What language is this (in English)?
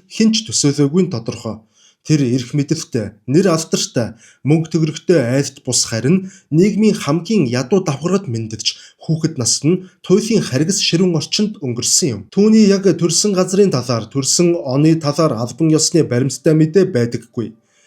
Mongolian